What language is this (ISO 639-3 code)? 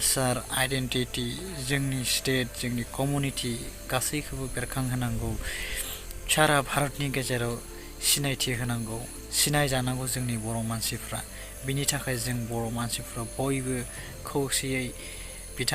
brx